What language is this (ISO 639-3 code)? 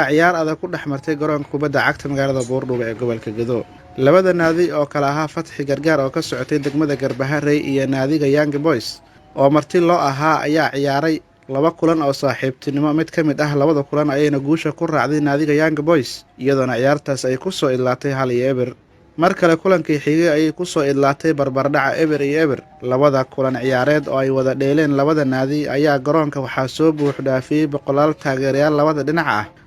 som